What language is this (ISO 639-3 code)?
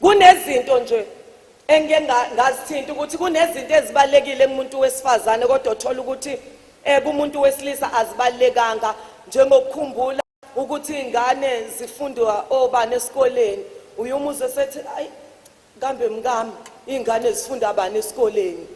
zul